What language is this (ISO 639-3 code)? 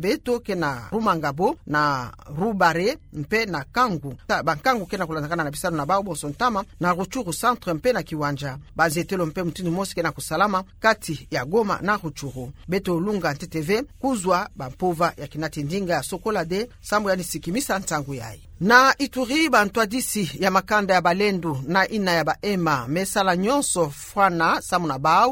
ktu